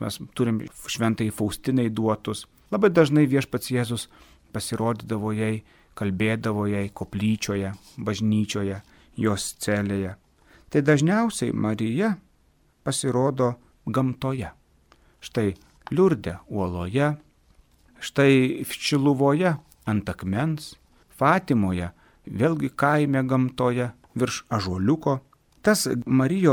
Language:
Lithuanian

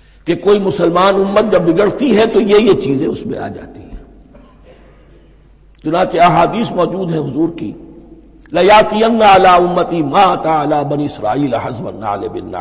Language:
Urdu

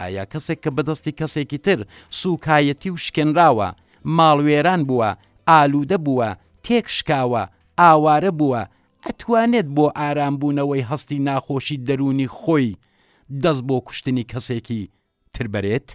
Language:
Central Kurdish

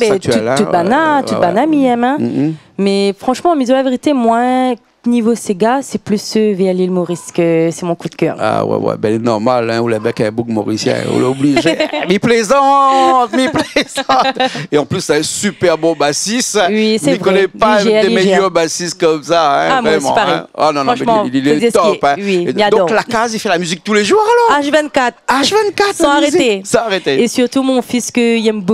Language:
Réunion Creole French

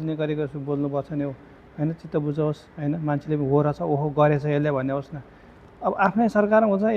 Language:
Nepali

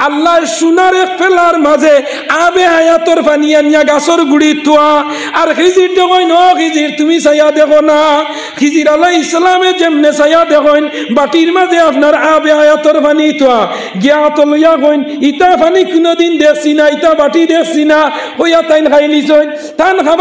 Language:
Sylheti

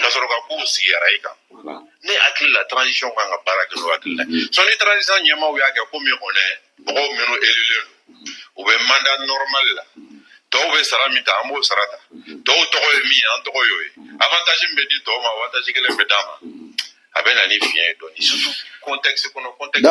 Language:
Bambara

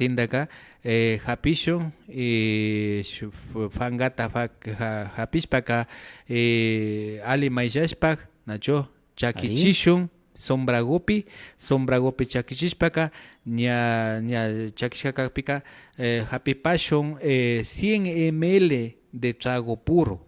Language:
Imbabura Highland Quichua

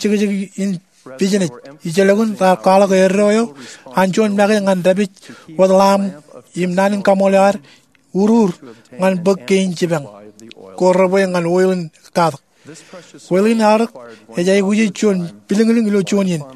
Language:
Marshallese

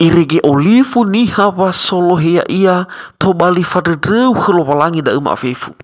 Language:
Nias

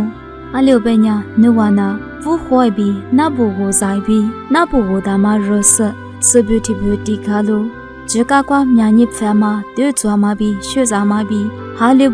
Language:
Lisu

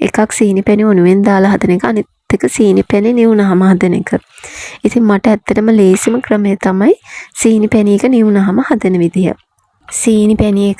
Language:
Sinhala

